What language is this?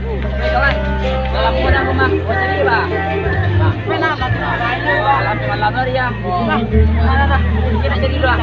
Minangkabau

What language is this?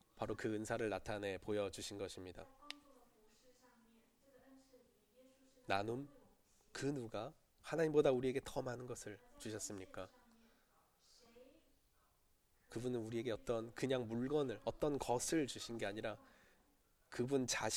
Korean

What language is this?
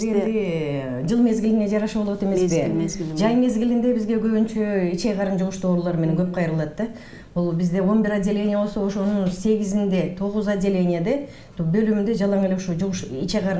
Kyrgyz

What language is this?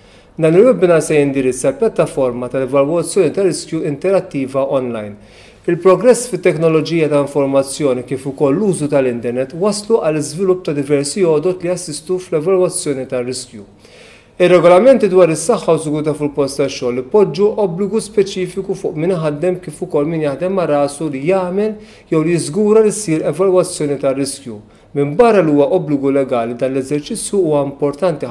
Maltese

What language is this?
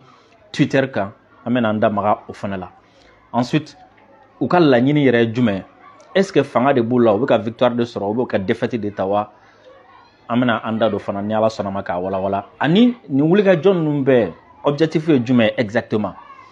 Bambara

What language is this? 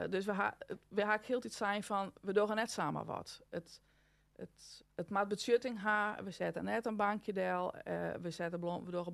Western Frisian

